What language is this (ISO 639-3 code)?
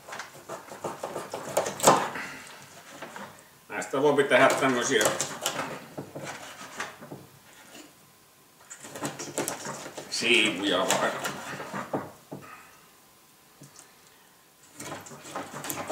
fin